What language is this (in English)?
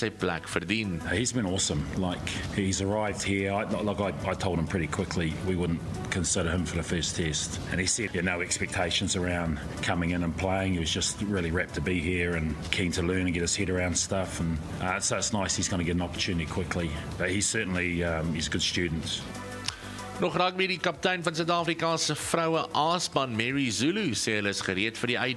Afrikaans